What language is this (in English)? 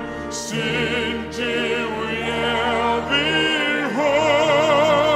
Faroese